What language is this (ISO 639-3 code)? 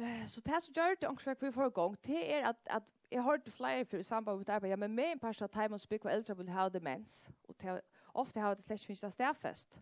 fao